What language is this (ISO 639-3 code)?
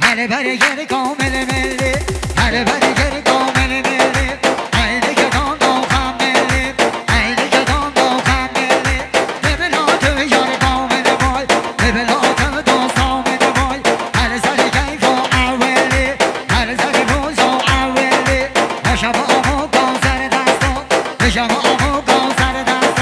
kur